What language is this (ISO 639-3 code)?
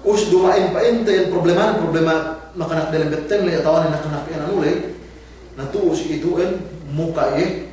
yka